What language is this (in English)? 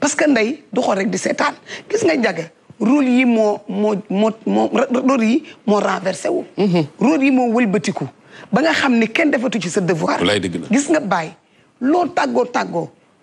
Wolof